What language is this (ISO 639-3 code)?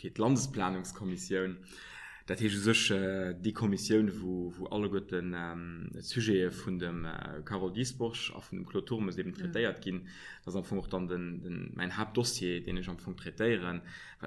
ltz